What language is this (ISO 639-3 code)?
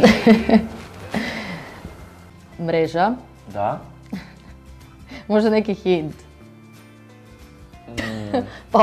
hrv